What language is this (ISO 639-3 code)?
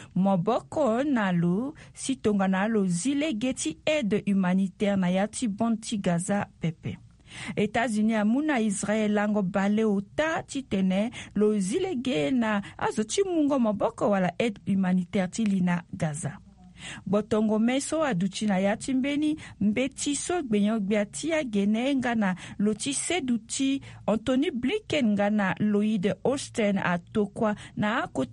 sag